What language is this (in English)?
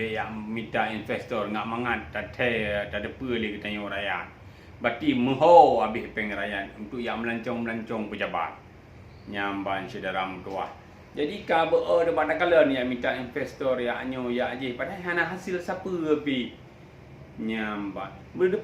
Achinese